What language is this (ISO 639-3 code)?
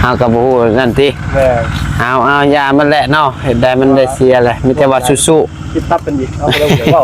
tts